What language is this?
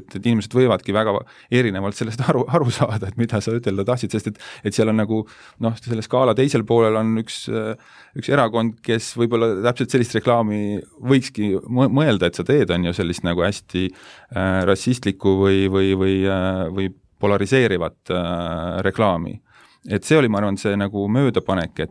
Estonian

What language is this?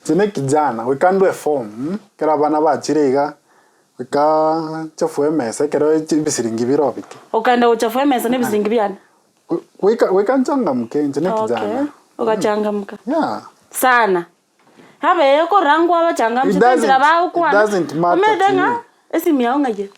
Gusii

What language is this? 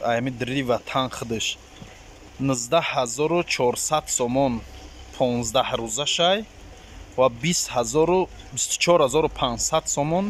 Tajik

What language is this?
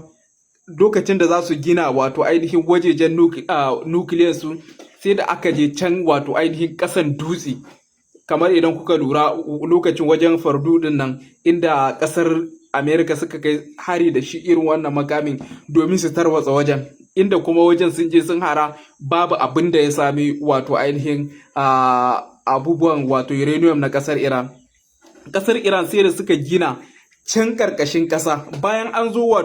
Hausa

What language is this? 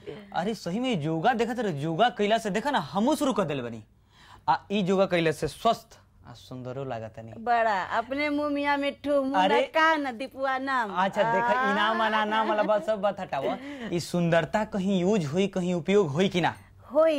Bhojpuri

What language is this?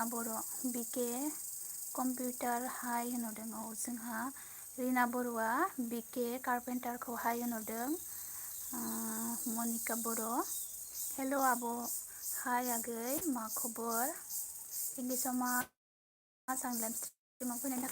Bodo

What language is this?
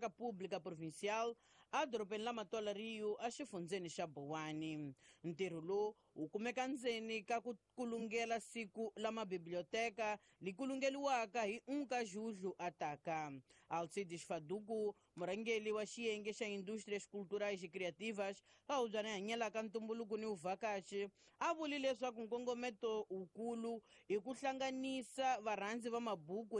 Tsonga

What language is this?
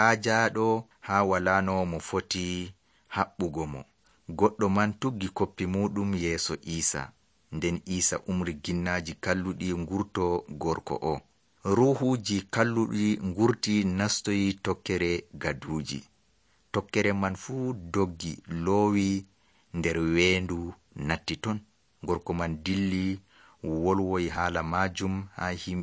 Nigerian Fulfulde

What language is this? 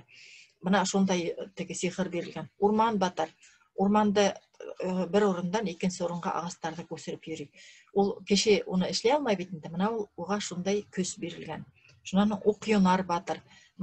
Bashkir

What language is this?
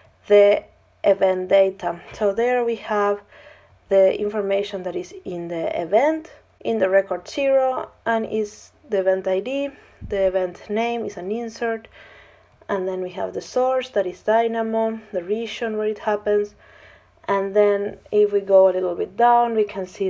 English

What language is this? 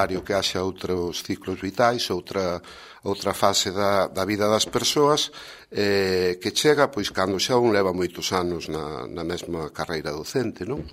Galician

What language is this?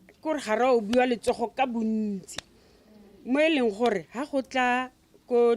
Tswana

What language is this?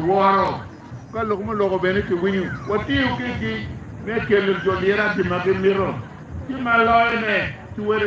Acoli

